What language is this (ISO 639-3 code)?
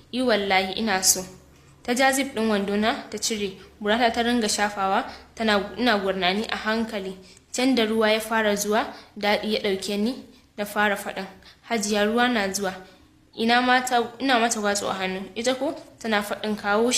hau